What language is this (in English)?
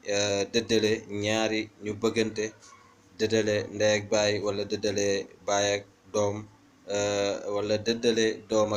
Wolof